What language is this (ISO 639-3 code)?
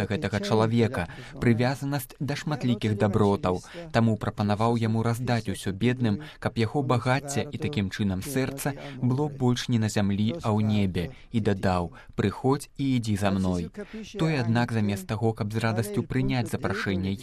bel